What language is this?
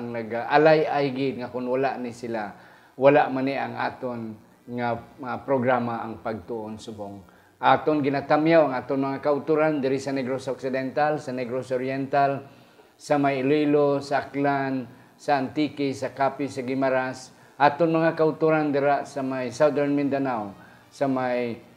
Hiligaynon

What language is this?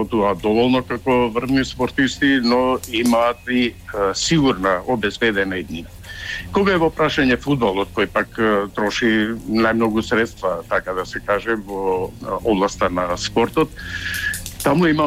Macedonian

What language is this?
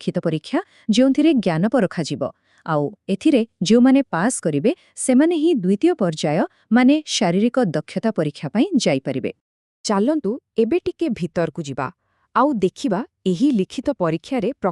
Odia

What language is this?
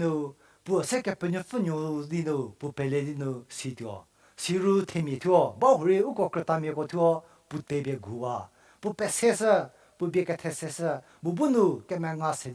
Angami Naga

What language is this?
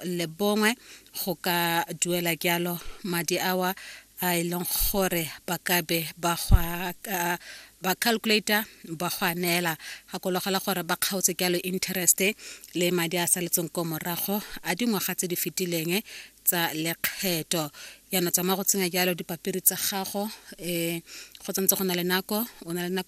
Tswana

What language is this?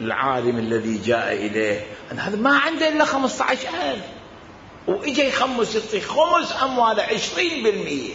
Mesopotamian Arabic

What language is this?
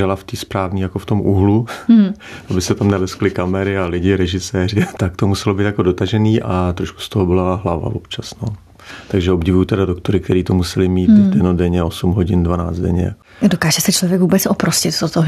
Czech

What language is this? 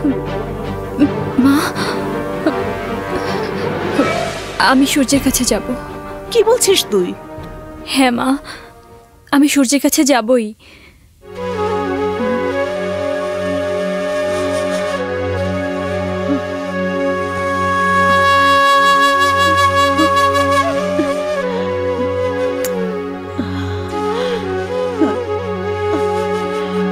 Bangla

